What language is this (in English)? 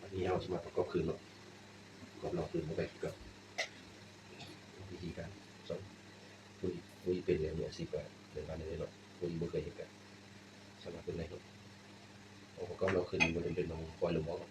Lao